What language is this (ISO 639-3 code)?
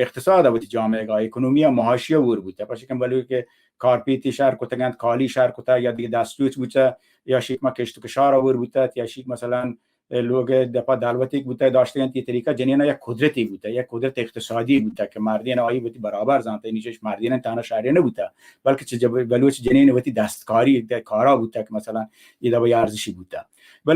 bal